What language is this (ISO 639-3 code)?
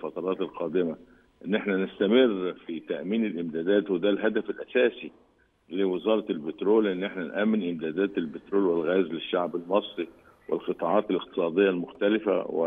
arz